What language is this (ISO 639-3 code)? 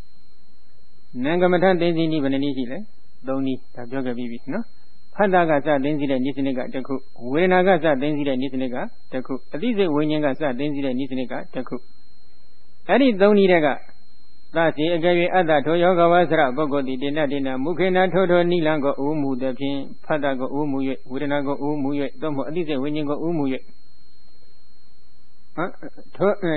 mya